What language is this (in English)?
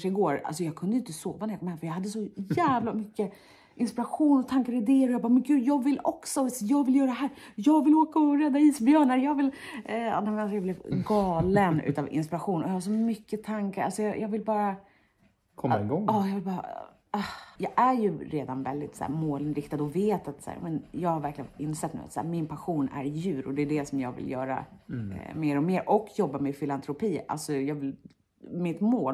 Swedish